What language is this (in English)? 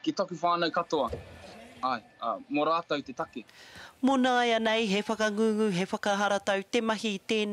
Māori